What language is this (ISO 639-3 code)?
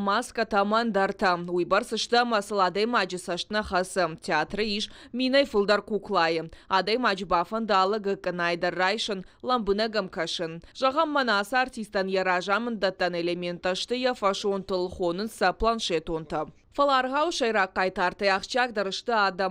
oss